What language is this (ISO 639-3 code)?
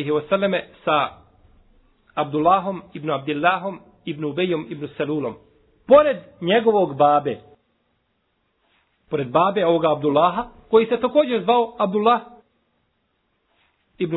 bos